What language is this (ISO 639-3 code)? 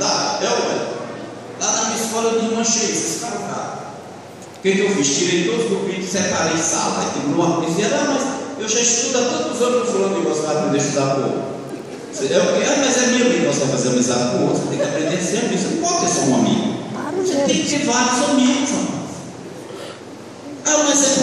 por